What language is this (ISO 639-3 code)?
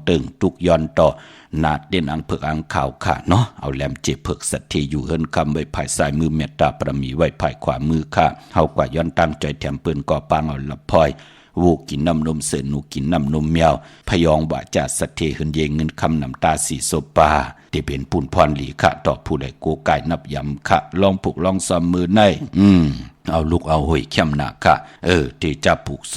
shn